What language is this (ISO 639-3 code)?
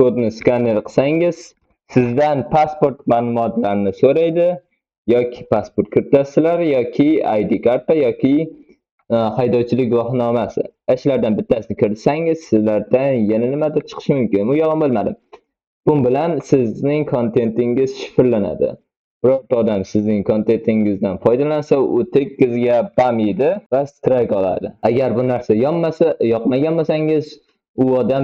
uzb